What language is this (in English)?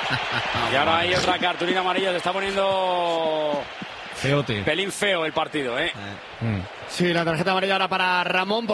Spanish